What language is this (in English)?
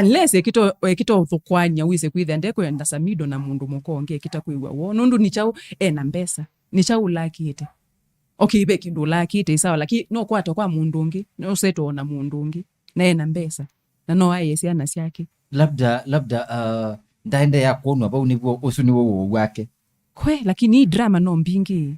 Kamba